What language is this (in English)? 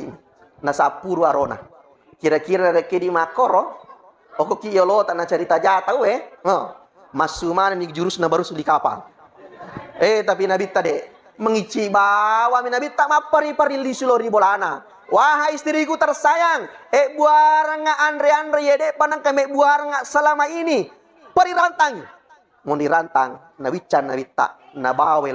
Buginese